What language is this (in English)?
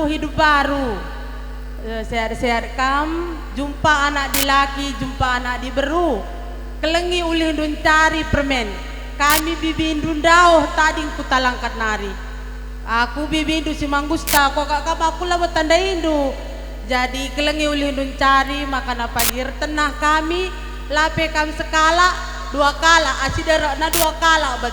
Batak Karo